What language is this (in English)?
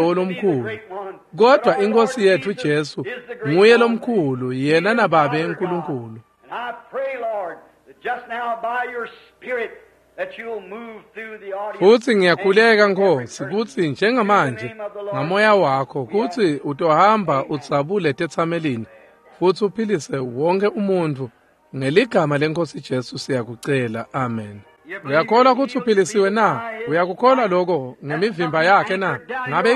Swati